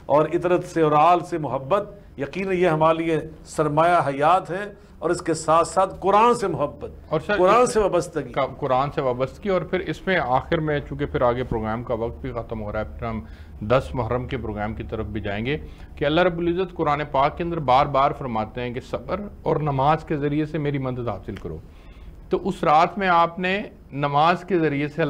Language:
Urdu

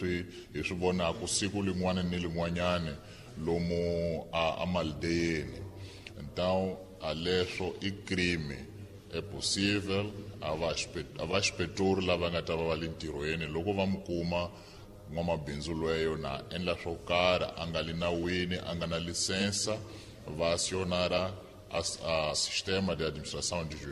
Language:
Tsonga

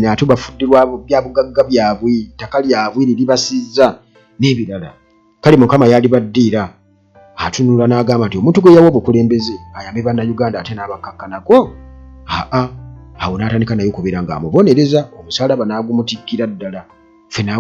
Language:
Ganda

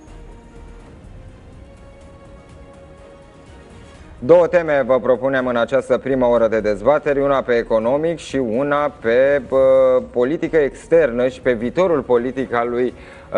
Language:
Romanian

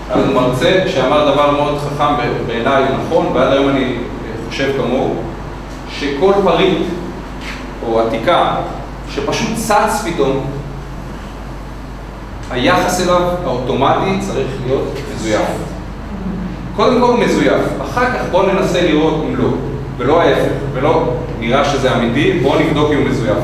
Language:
Hebrew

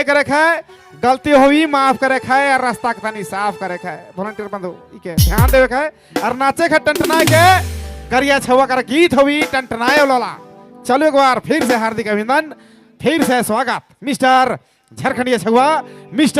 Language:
Sadri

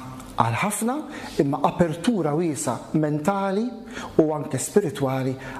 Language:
Maltese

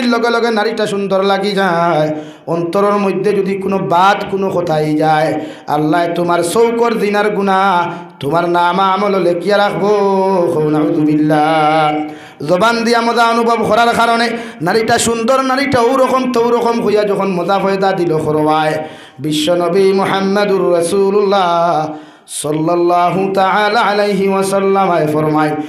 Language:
Sylheti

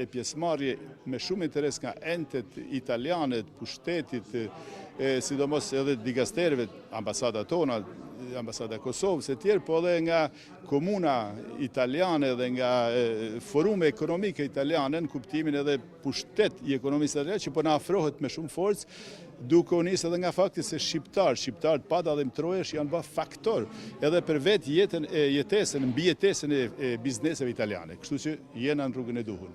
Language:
Albanian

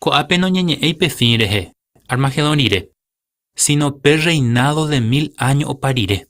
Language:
Guarani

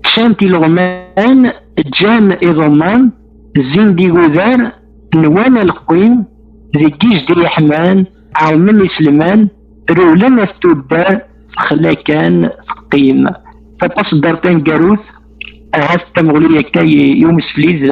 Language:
Kabyle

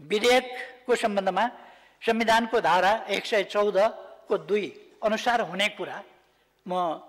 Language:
Nepali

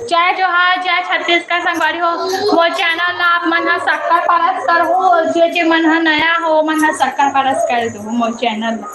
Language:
Chhattisgarhi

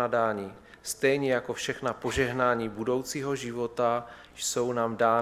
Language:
Czech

